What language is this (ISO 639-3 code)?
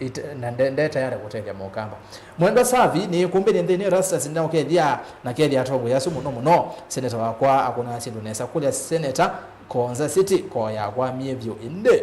kam